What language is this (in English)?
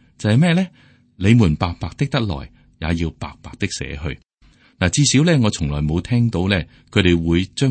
Cantonese